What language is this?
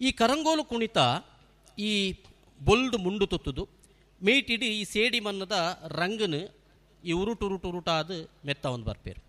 Tulu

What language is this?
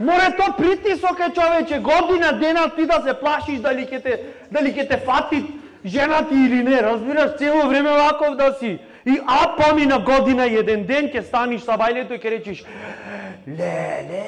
Macedonian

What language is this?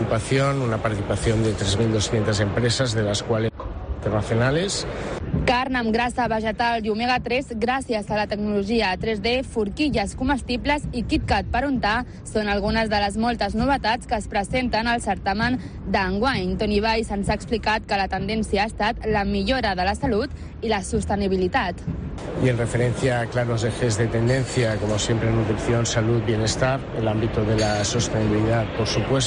Catalan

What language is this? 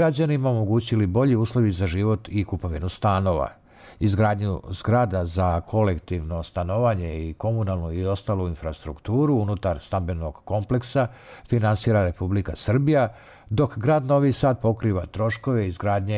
Serbian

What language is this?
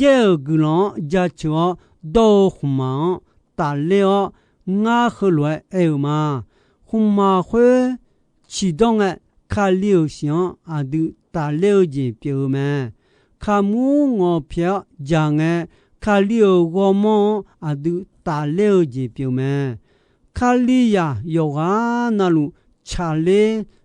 Akha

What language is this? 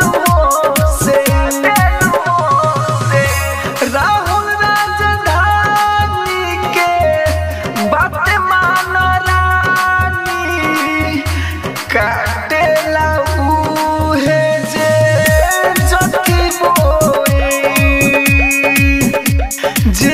Bhojpuri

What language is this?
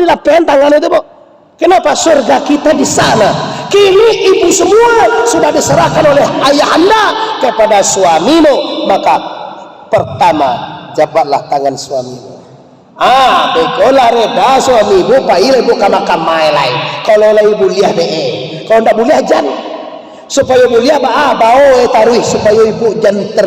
Minangkabau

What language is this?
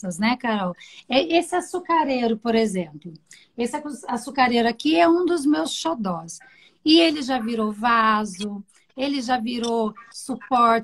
Portuguese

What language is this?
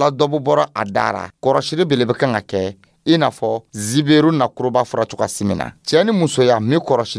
Dyula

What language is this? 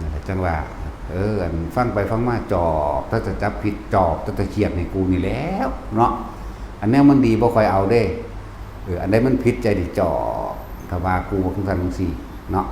Northeastern Thai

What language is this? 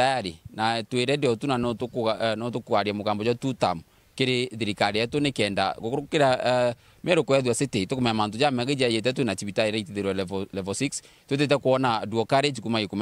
Meru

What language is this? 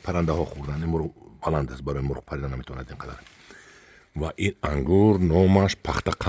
Tajik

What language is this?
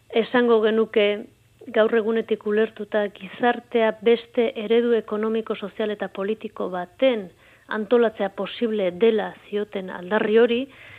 Basque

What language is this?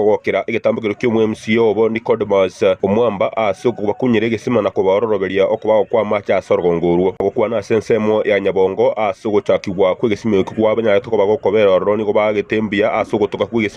Gusii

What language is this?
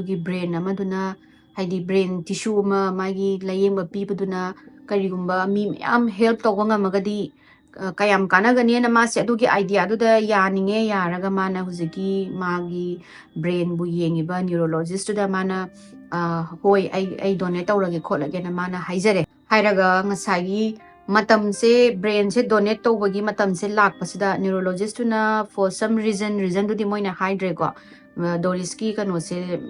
Manipuri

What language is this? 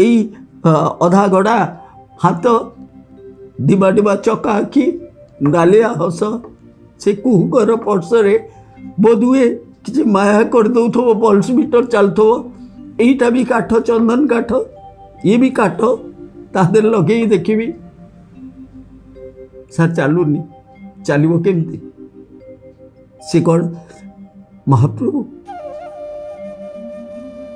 Odia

